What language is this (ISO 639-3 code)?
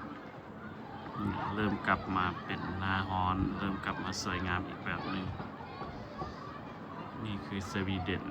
lao